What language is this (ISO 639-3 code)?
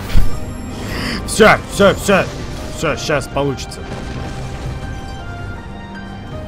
rus